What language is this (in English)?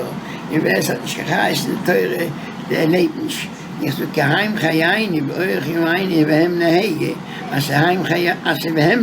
Yiddish